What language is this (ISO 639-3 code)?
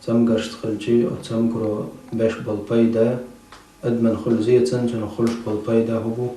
che